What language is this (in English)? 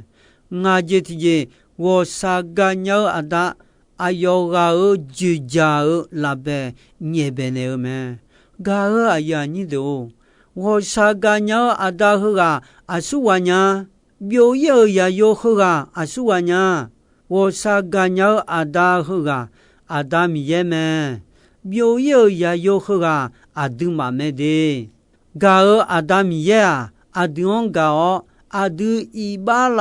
Akha